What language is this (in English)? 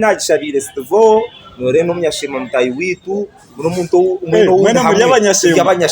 Nyankole